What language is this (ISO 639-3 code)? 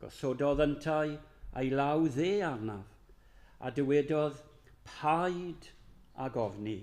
cym